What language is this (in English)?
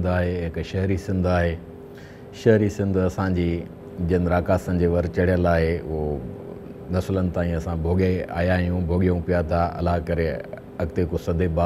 Sindhi